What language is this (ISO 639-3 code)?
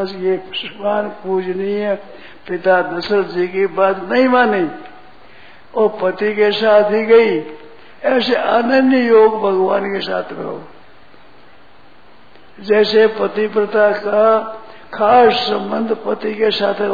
hin